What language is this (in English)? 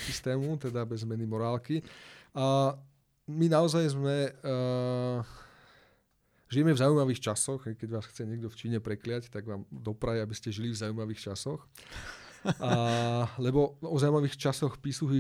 Slovak